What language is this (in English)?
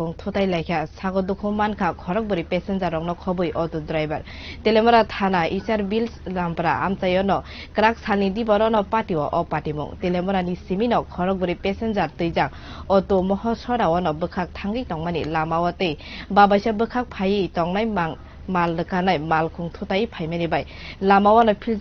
Kok Borok